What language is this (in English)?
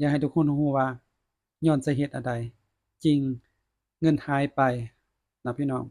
Lao